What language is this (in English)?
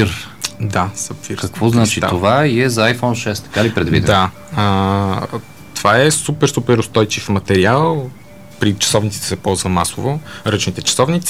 Bulgarian